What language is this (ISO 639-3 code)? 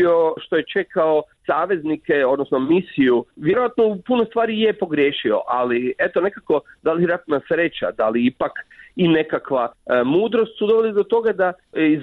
hrv